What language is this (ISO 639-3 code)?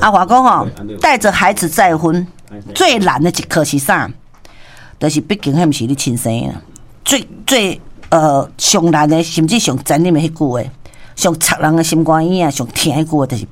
nan